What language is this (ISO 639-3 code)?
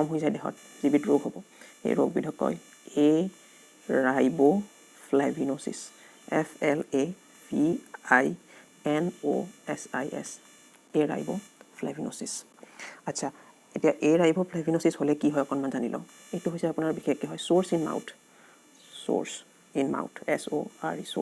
asm